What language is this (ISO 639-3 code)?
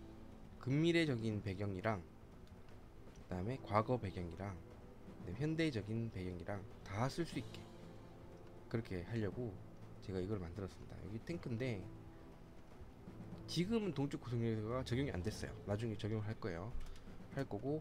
kor